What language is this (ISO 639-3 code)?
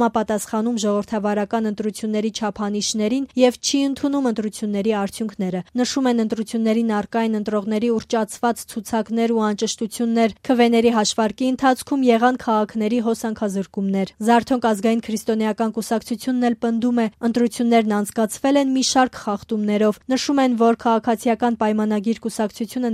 hye